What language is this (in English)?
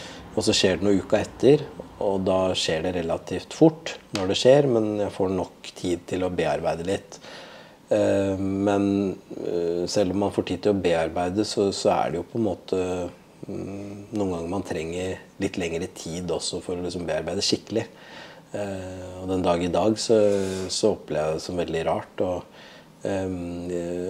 Norwegian